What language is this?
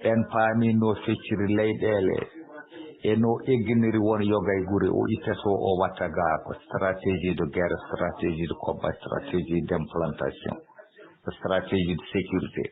Fula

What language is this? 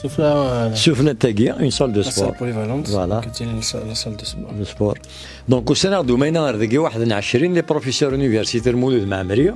Kabyle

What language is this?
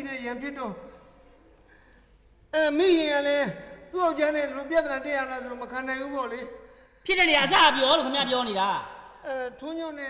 Burmese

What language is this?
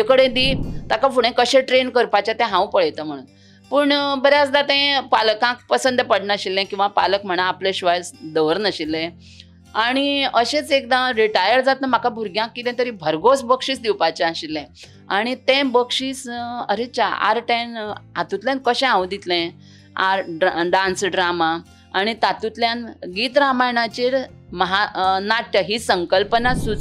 Konkani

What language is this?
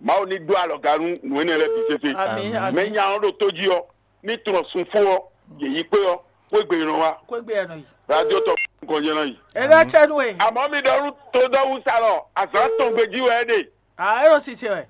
Fon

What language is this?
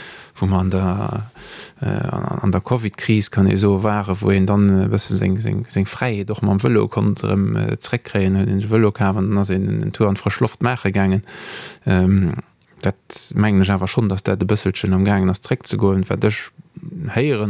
Luxembourgish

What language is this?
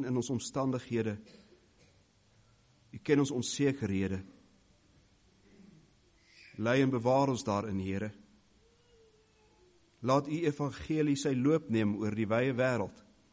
Afrikaans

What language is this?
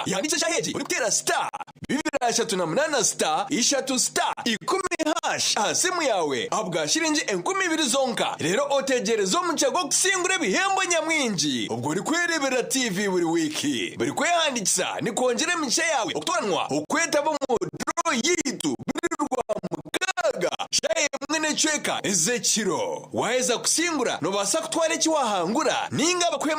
Nyankole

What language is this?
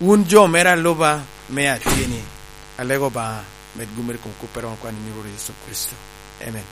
Lango (Uganda)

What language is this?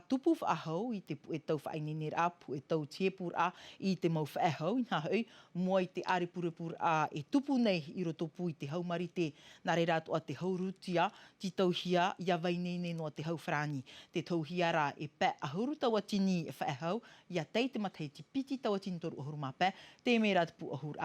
Tahitian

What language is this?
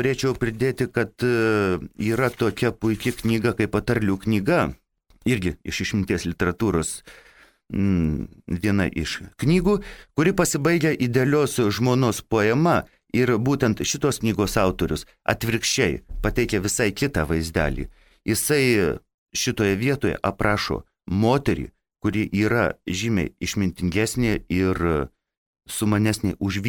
Lithuanian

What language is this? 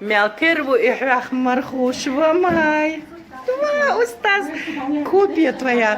Chechen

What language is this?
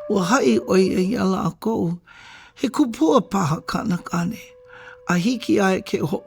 Hawaiian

